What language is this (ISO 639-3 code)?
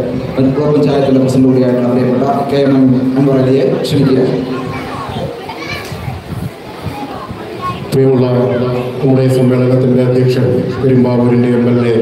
mal